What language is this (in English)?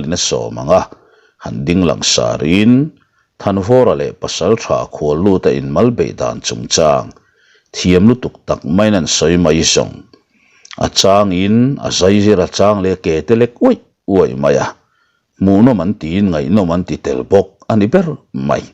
Mizo